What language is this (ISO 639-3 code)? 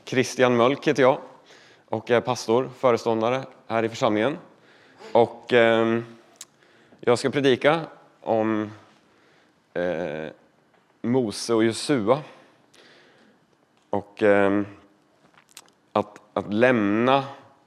swe